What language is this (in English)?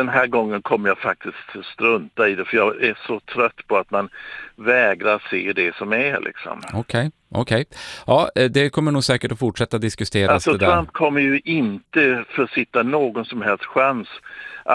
Swedish